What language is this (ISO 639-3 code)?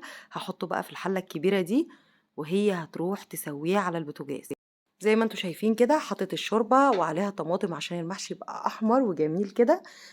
arz